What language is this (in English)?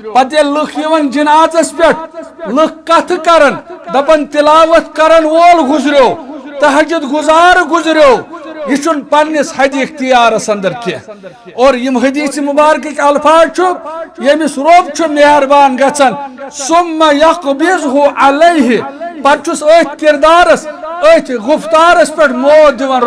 Kashmiri